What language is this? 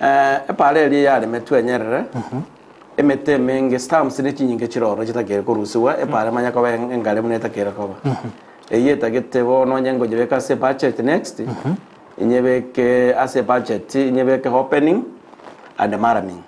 Gusii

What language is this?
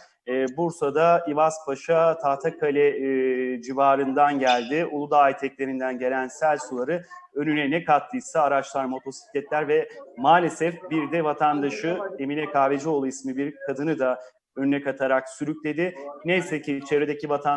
Turkish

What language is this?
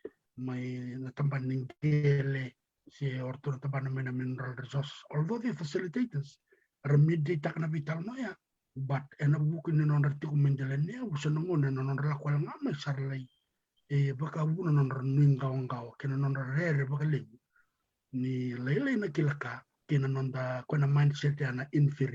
Fijian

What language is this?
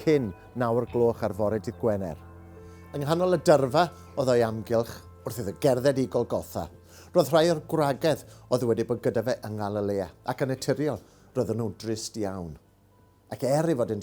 Welsh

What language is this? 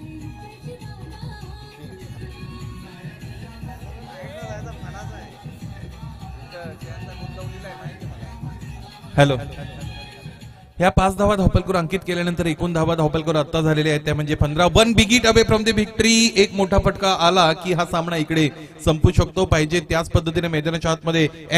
Marathi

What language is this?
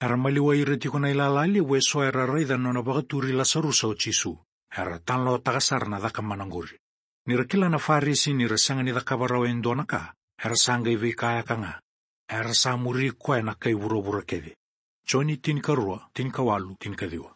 Fijian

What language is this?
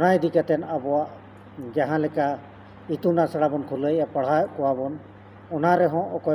Santali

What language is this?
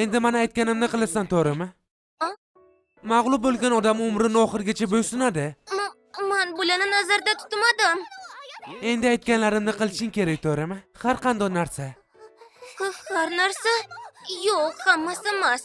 Uzbek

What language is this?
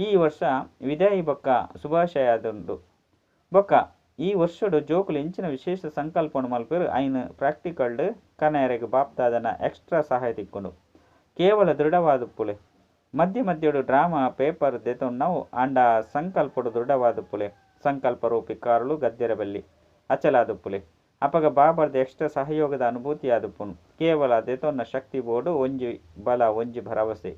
Tulu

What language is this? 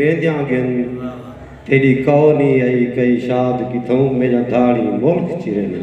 Saraiki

